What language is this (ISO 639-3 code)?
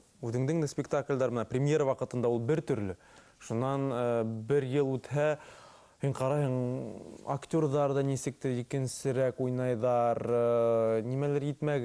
bak